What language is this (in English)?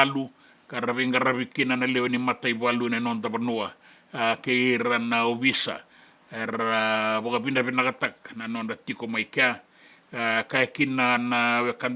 Fijian